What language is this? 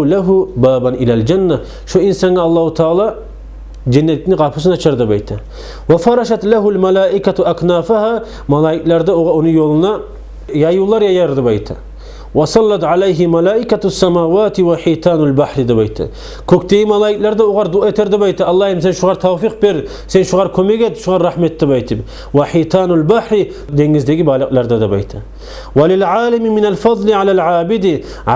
Kumyk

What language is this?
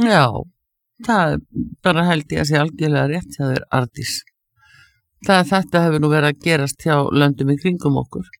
Icelandic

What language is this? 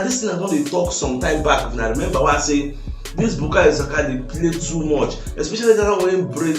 Nigerian Pidgin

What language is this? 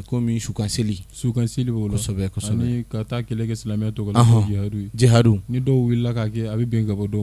Bambara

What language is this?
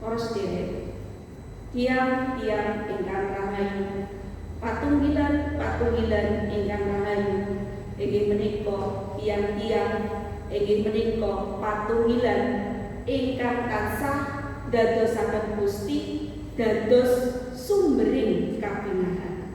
Javanese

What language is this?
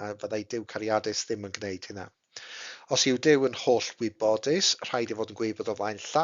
Welsh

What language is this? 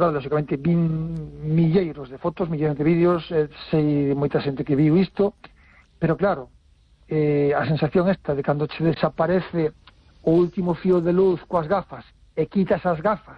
Galician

